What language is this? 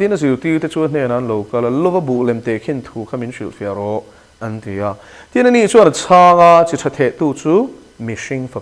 Mizo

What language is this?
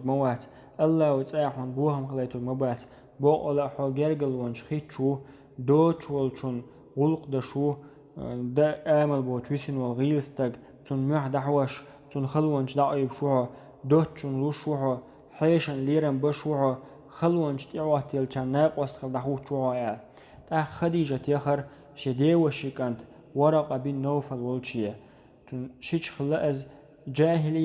Chechen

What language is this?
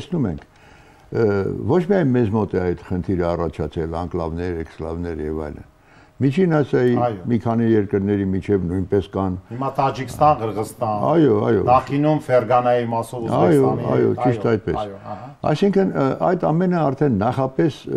Armenian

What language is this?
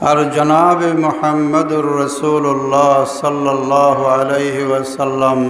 Sylheti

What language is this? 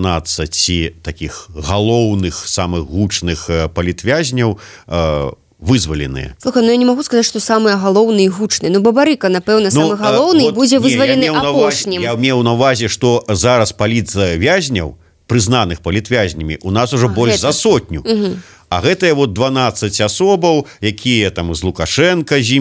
Belarusian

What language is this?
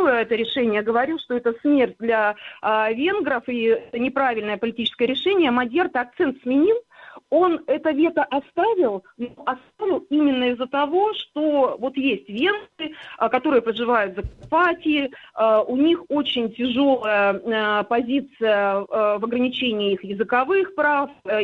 Russian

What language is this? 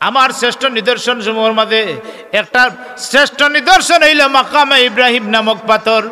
Sylheti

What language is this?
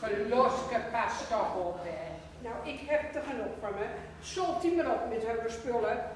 Gronings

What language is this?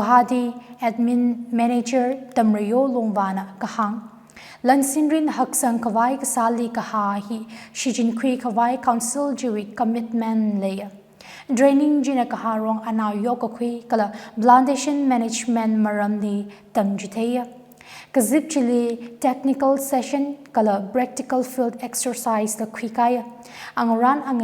Tangkhul Naga (India)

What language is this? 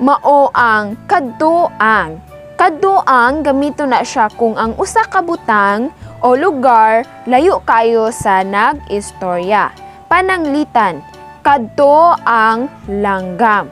Cebuano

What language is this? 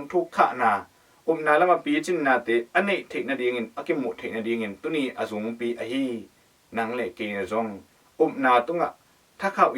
Tedim Chin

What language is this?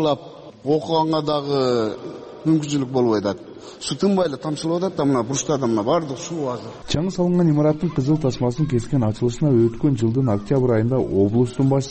Kyrgyz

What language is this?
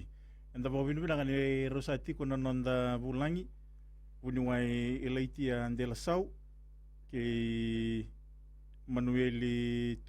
Fijian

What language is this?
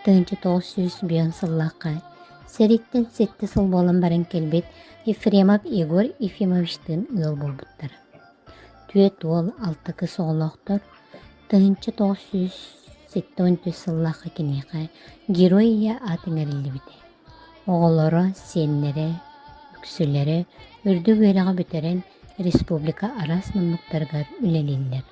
Yakut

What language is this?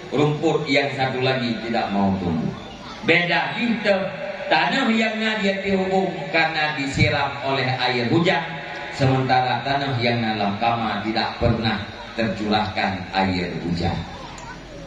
Achinese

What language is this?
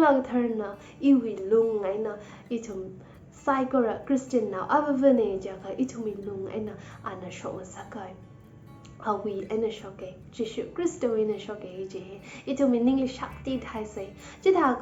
Tangkhul Naga (India)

